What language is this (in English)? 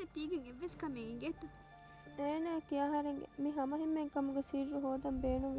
Divehi